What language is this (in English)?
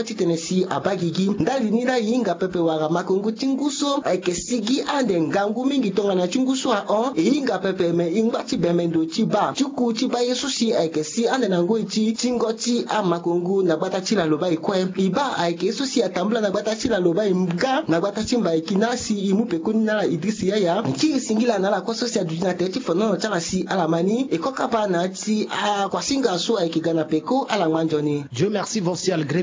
Sango